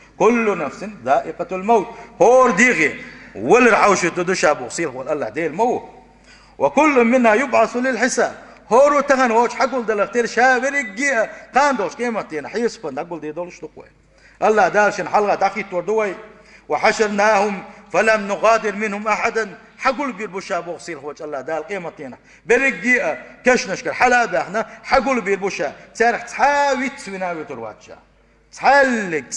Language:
Chechen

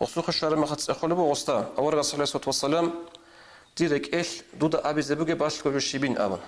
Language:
Avaric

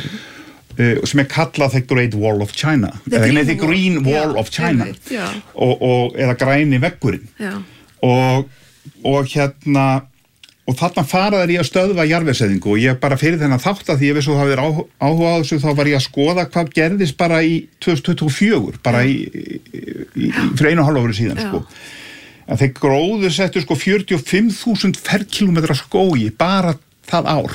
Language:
Icelandic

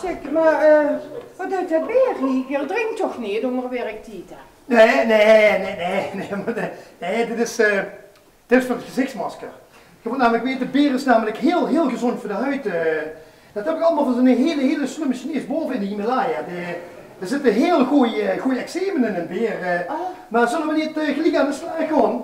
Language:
Limburgish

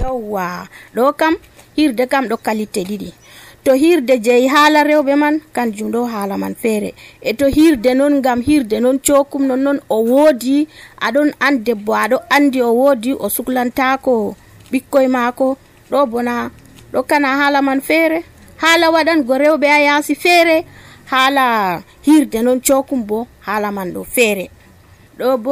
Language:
Nigerian Fulfulde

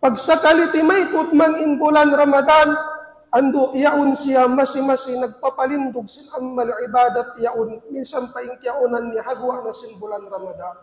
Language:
Tausug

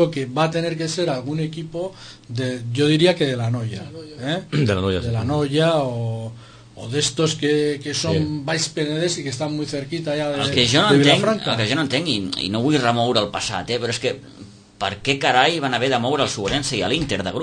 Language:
Catalan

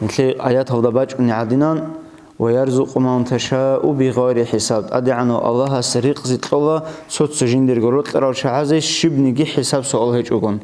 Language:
Avaric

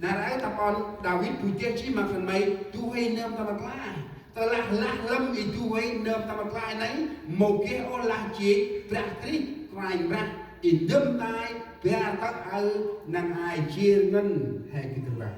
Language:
Central Mnong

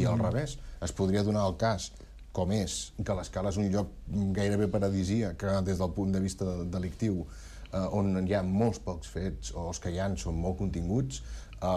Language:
Catalan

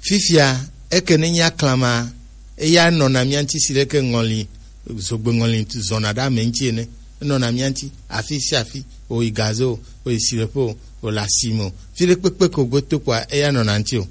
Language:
Gen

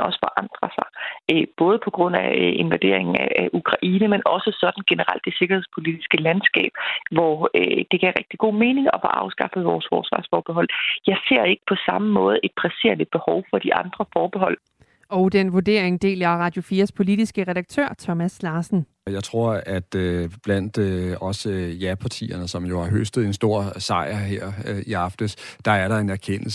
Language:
Danish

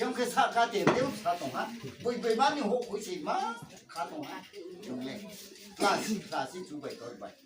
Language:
Riang (India)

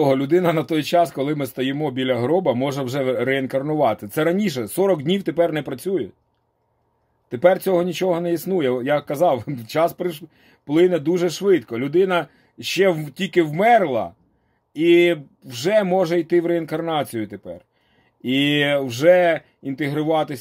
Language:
Ukrainian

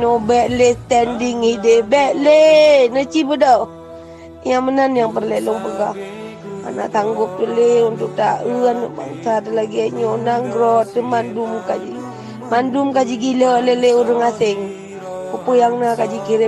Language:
Achinese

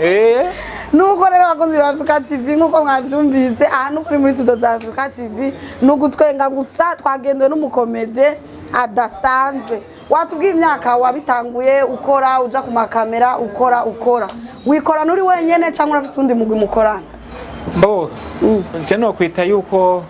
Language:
Rundi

